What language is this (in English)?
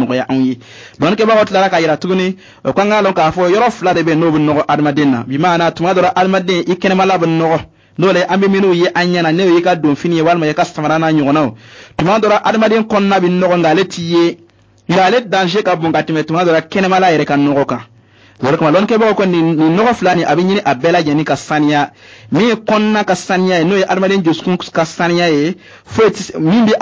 Bambara